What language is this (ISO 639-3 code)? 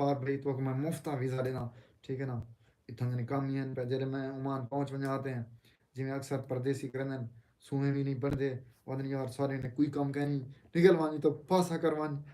skr